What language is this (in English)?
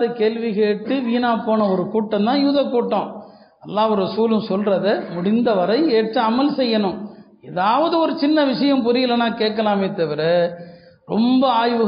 Tamil